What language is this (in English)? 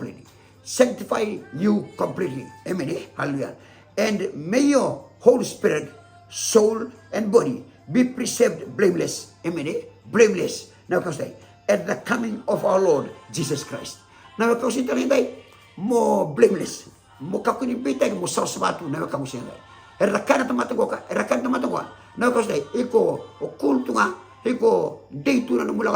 Fijian